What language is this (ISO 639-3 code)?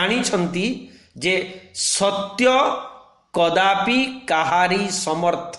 ori